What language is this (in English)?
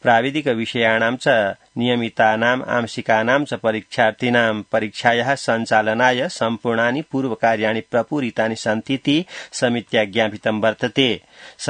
Sanskrit